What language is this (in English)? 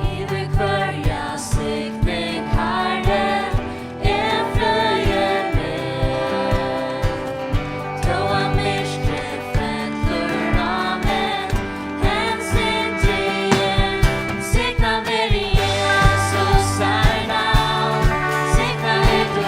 Faroese